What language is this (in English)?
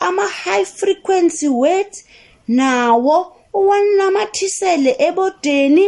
South Ndebele